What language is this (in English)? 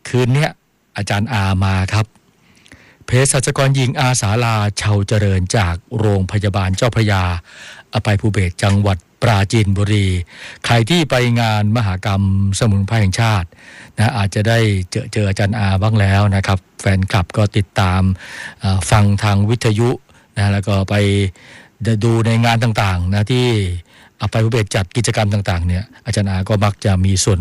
Thai